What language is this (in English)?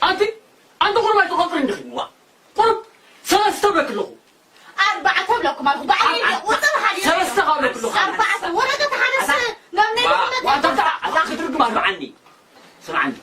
Tigrinya